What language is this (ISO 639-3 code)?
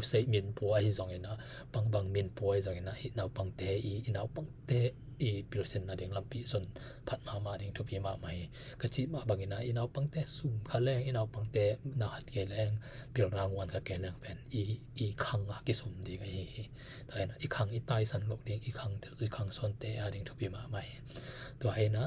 ctd